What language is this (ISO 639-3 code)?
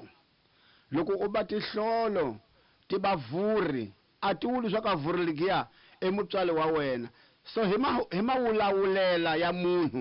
tso